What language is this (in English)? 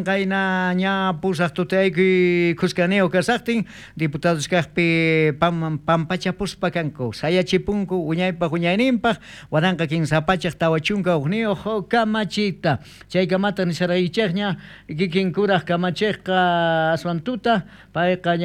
South Bolivian Quechua